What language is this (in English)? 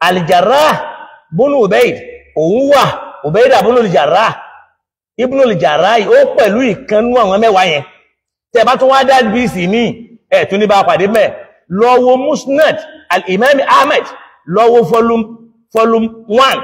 Yoruba